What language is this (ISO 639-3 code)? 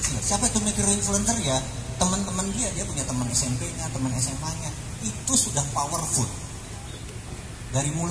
ind